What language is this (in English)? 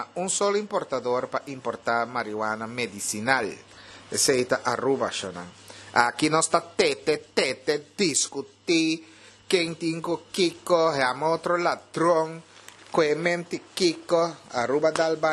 Papiamento